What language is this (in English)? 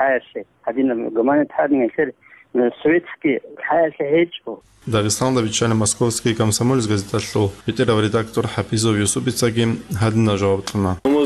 Avaric